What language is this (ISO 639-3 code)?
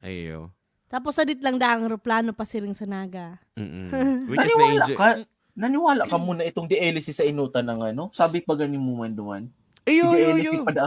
bik